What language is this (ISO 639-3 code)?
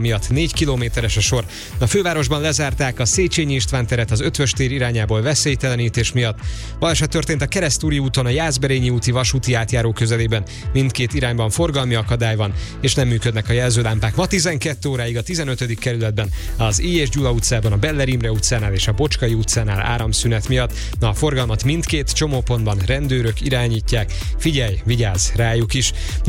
hun